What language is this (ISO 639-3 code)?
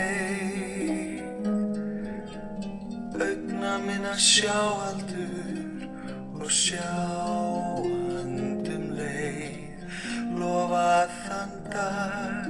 isl